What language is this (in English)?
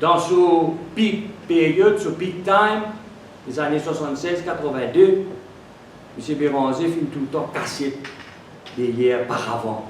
Morisyen